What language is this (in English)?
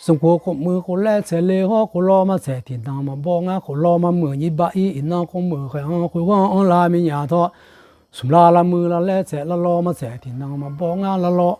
Akha